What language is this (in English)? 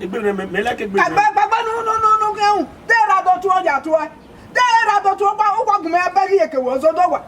Bini